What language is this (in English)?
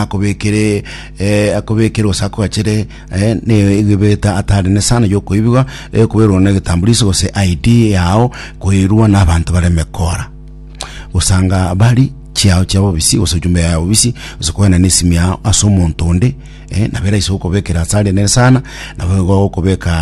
Gusii